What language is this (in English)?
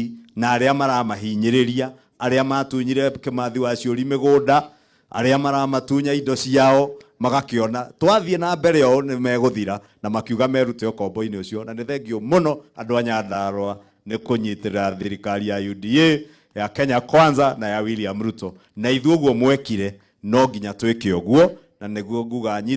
Kikuyu